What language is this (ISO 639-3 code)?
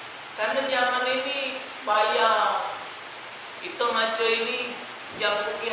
mui